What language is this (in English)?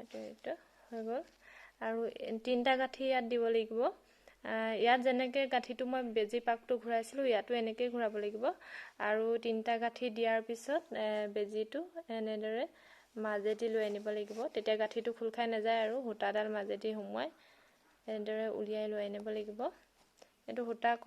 Assamese